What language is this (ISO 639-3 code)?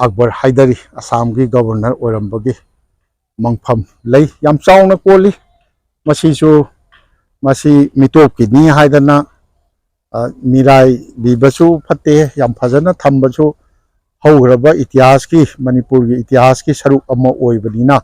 mni